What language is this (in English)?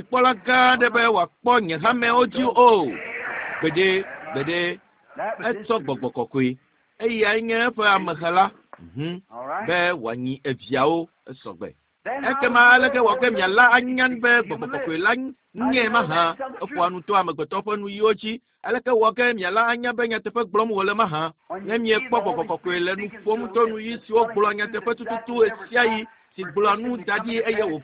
Ewe